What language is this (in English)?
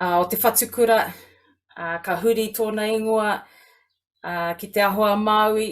Māori